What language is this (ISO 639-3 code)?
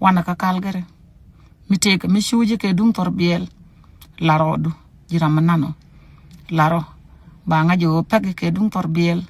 nus